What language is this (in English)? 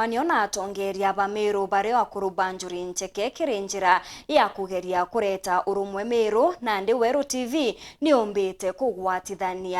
Meru